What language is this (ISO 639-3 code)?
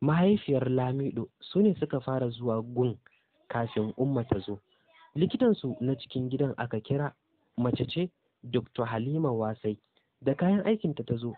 hau